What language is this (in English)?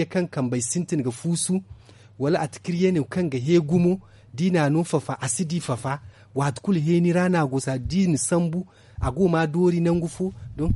Zarma